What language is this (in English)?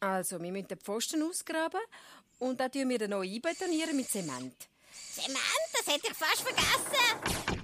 Swiss German